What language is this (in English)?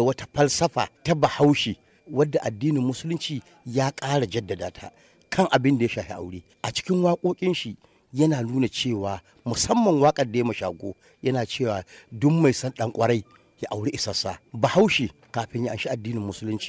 Hausa